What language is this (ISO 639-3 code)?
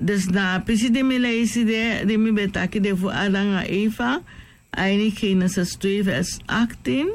srn